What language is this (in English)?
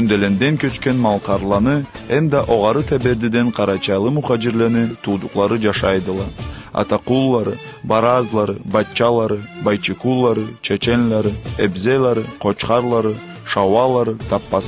Karachay-Balkar